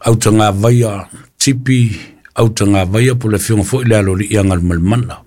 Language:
Samoan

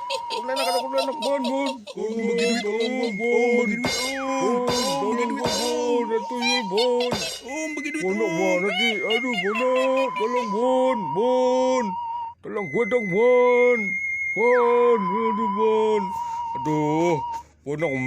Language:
Betawi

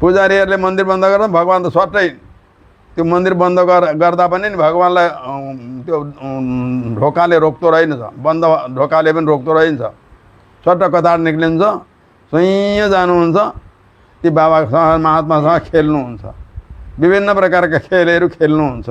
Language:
Nepali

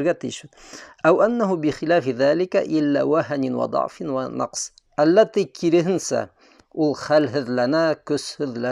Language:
Bashkir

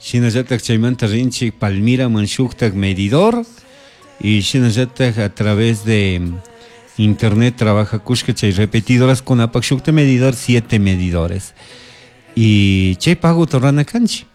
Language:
Chimborazo Highland Quichua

